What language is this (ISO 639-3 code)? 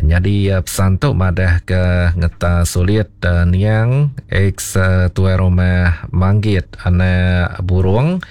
iba